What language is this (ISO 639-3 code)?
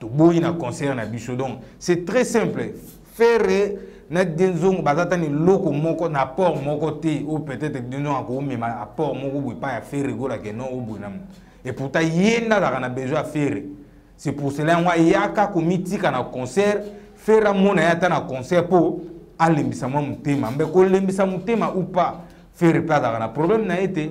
lin